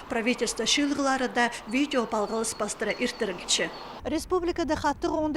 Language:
Khakas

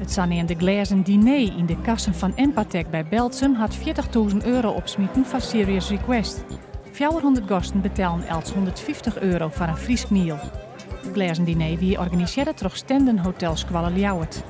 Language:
Western Frisian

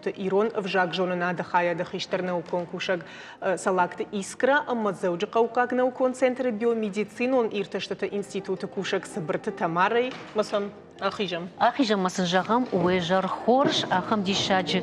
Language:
Ossetic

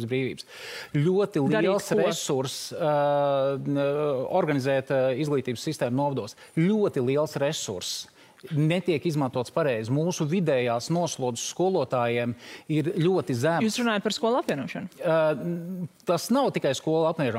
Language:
Latvian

